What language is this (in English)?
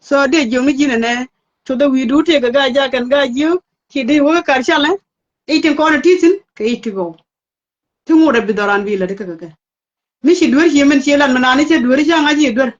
Nuer